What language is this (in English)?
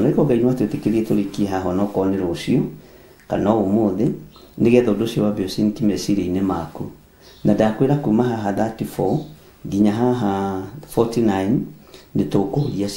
Kikuyu